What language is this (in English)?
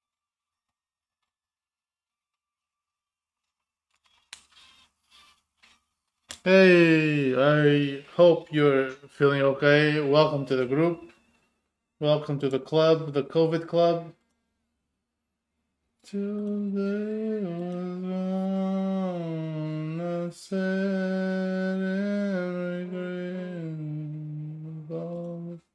English